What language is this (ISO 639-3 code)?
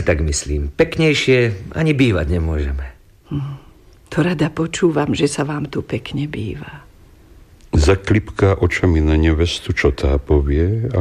slk